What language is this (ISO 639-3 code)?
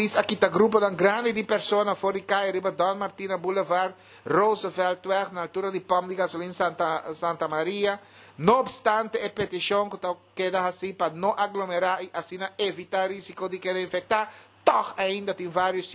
pap